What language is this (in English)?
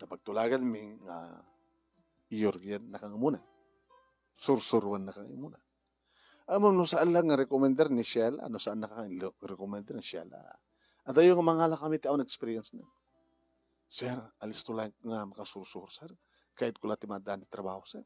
Iloko